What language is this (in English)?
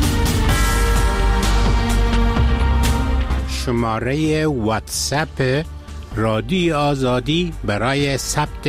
Persian